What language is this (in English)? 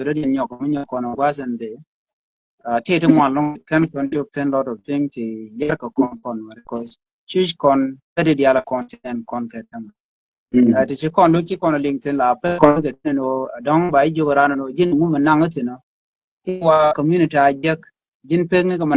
Nuer